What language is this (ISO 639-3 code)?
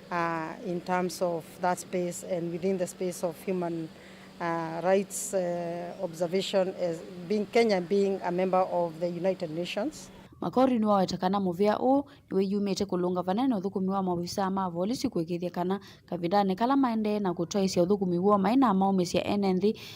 kam